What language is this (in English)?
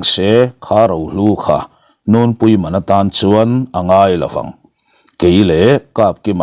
Mizo